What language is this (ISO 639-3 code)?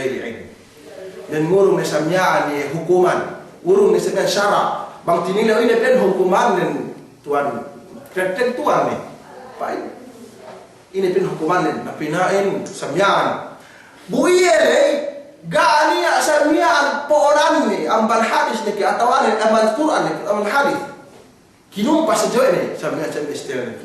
yka